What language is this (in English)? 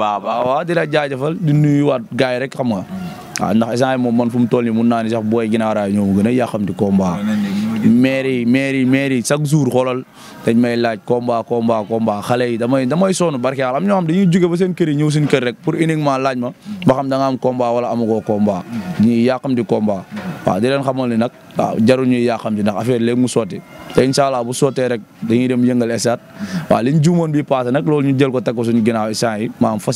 Wolof